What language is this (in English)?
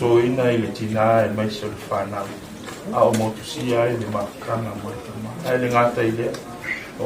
Samoan